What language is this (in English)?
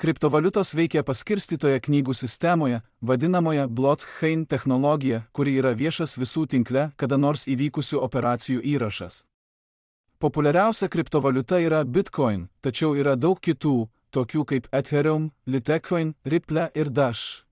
Lithuanian